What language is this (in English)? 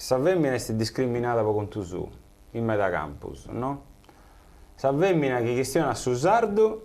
Sardinian